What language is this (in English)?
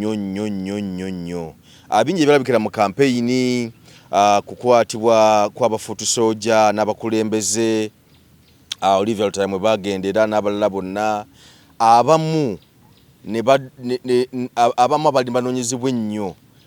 Ganda